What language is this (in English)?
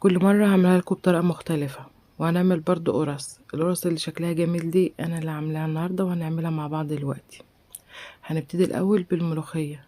Egyptian Arabic